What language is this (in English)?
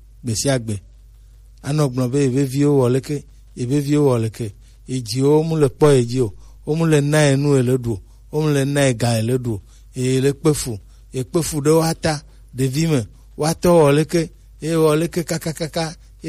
Gen